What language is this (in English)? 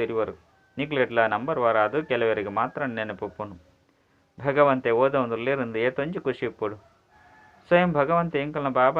Tulu